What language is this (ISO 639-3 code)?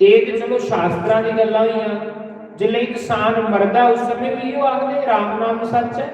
doi